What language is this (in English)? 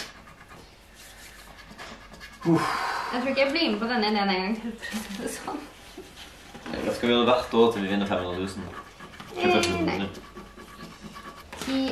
Norwegian